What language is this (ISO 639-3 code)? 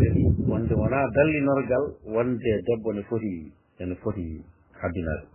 ful